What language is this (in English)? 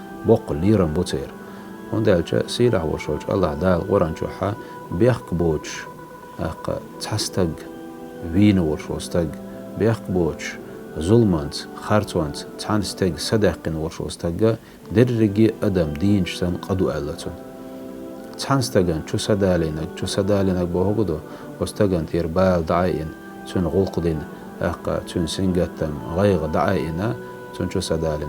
Chechen